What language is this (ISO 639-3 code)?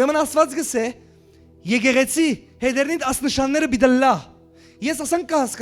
hyw